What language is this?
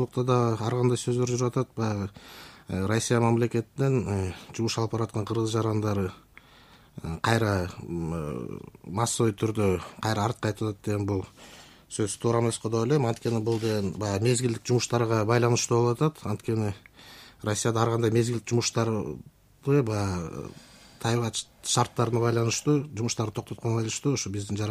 Kyrgyz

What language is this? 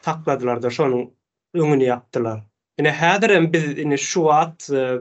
Turkmen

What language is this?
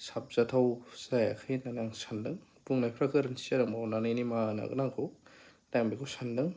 Bodo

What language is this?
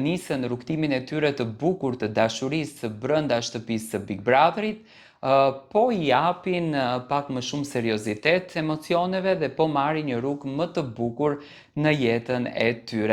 Albanian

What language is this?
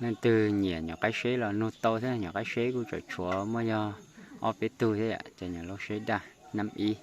Hmong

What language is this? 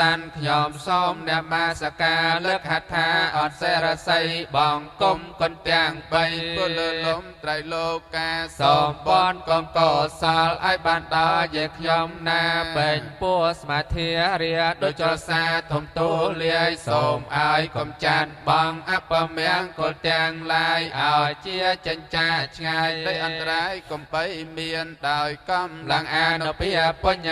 Khmer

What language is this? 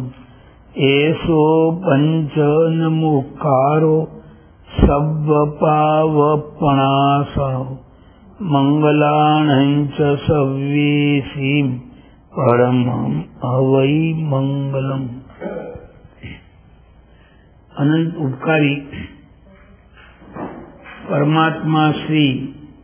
Gujarati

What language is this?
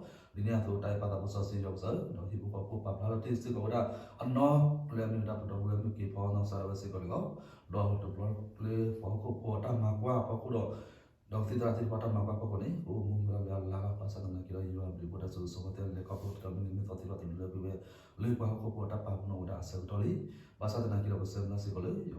S'gaw Karen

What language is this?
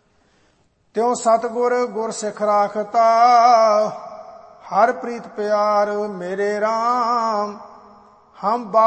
Punjabi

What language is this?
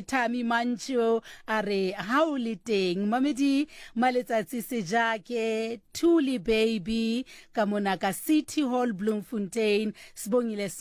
Southern Sotho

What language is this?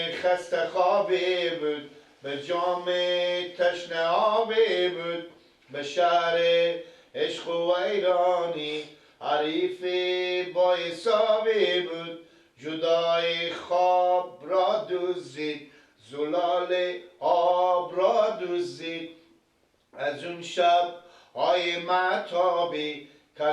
Persian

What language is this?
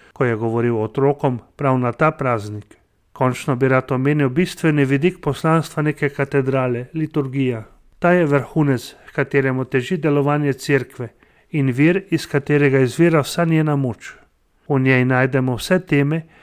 Slovenian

